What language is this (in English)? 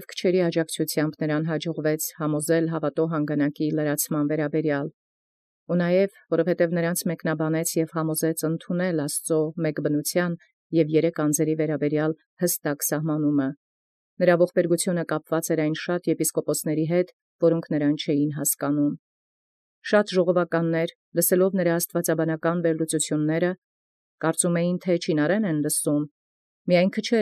Armenian